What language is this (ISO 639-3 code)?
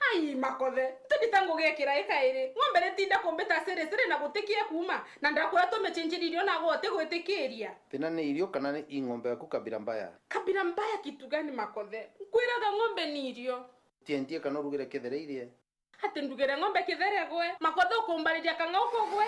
mer